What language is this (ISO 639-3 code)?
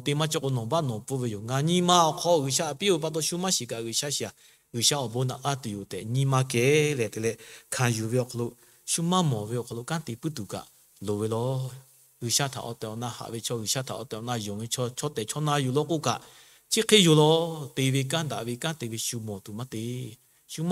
lhu